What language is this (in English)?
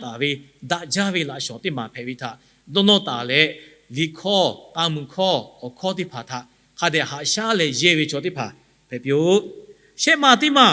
Lahu